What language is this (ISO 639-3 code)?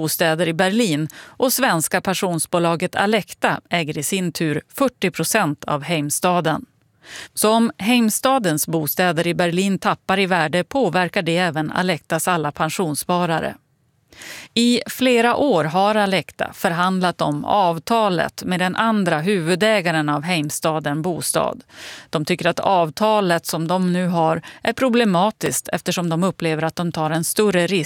swe